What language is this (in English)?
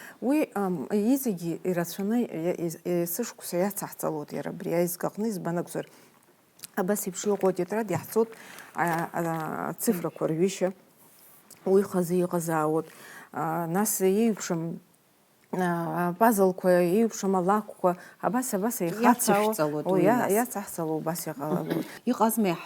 Abkhazian